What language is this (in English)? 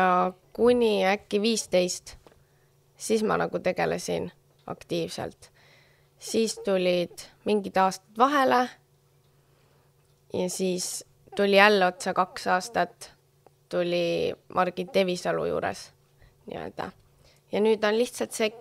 Estonian